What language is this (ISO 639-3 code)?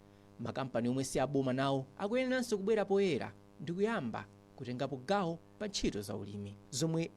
nya